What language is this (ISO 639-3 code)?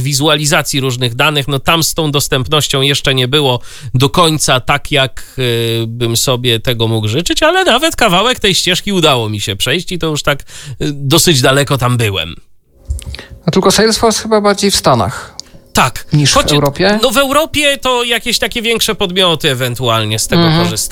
pol